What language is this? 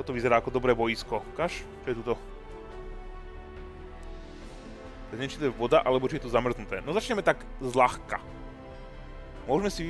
Slovak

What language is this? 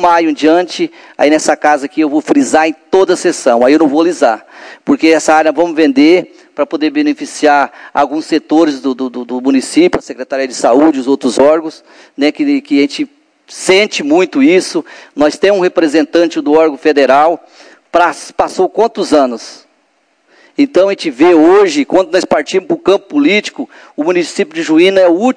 Portuguese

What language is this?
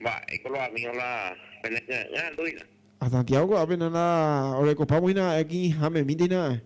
Guarani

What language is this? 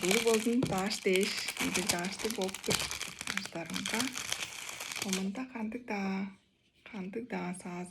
Tuvinian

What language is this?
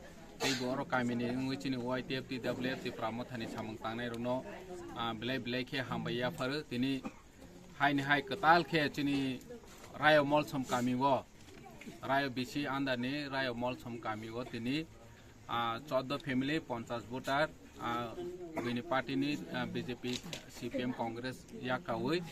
Kok Borok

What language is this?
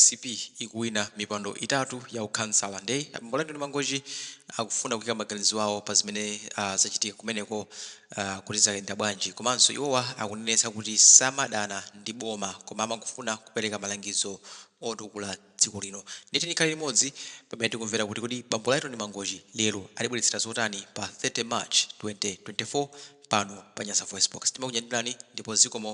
Nyanja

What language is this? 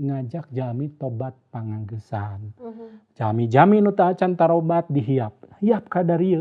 Sundanese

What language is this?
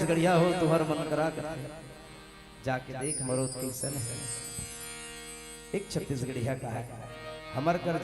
Chhattisgarhi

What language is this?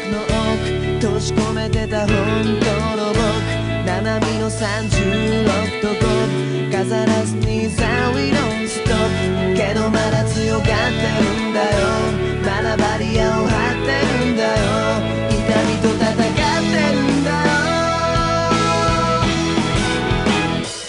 Japanese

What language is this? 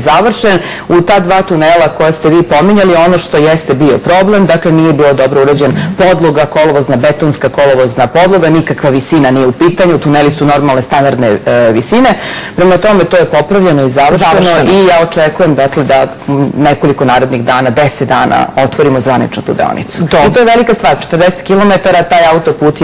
Serbian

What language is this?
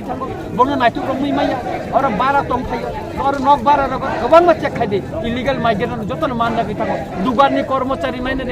Kok Borok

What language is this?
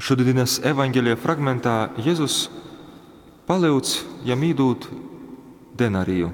Latgalian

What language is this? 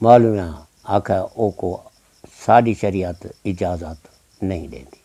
Saraiki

